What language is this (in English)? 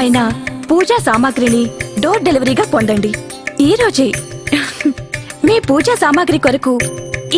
Telugu